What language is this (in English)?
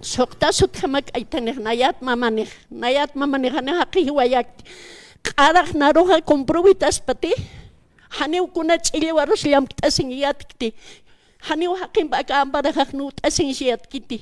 Aymara